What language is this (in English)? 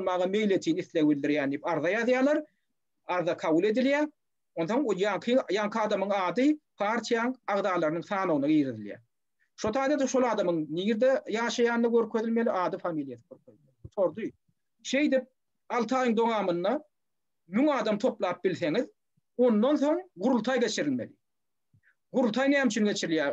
Turkmen